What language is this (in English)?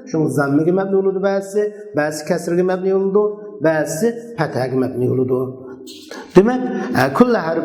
Uyghur